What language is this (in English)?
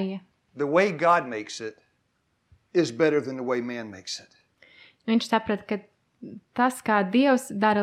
Latvian